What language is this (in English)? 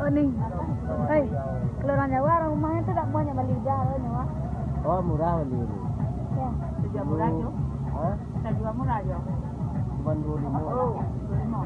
Minangkabau